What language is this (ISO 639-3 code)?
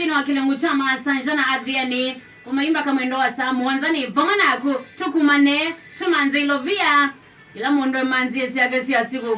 kam